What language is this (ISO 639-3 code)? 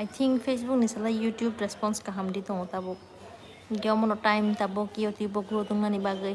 trp